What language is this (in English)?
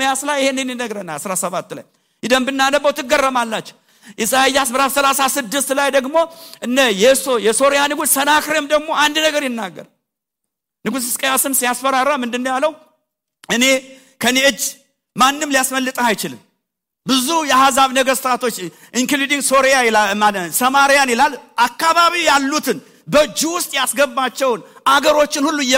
Amharic